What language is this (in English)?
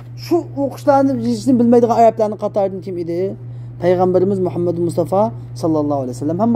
Uyghur